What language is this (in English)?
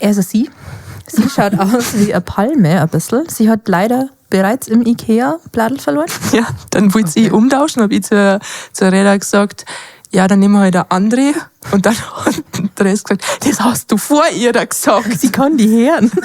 Bavarian